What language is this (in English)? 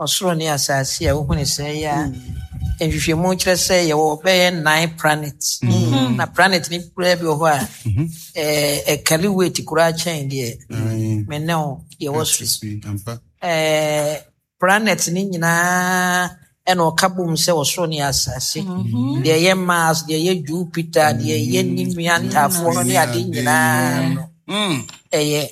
Akan